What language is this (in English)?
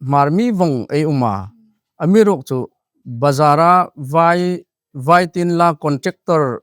Hmar